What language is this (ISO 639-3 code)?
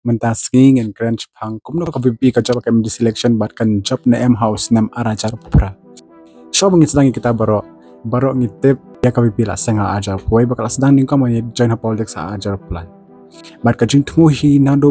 kha